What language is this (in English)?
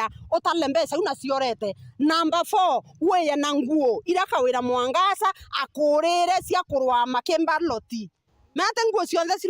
Meru